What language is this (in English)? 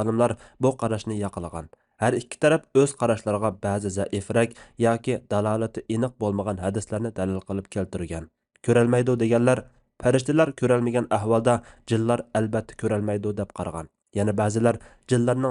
Uyghur